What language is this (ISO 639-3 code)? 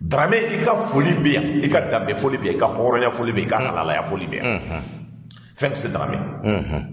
bam